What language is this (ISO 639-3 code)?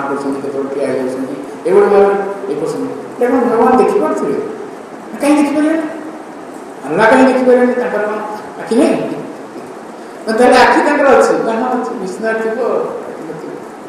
ori